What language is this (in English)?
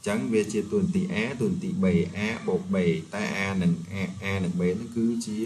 Khmer